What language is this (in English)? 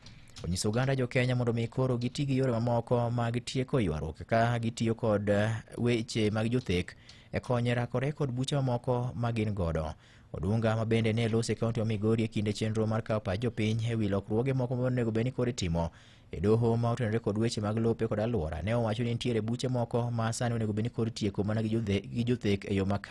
Luo (Kenya and Tanzania)